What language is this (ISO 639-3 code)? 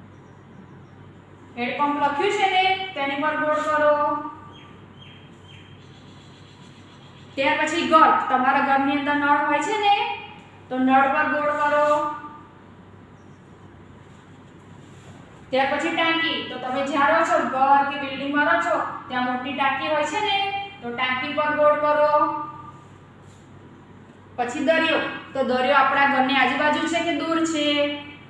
guj